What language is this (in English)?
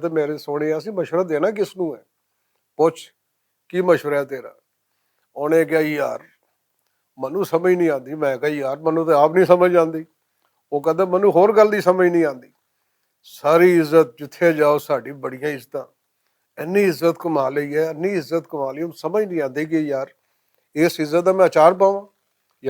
Western Panjabi